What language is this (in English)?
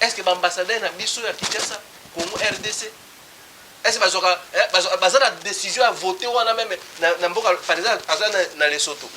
Lingala